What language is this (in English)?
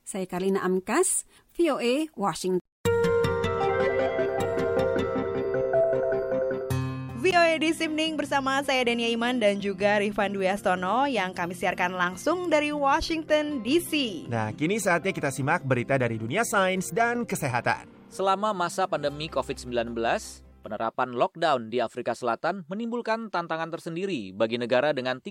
Indonesian